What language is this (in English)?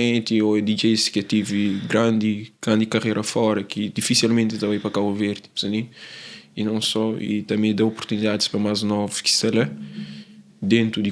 Kabuverdianu